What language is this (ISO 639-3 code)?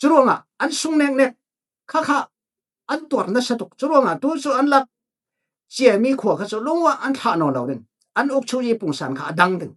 cfm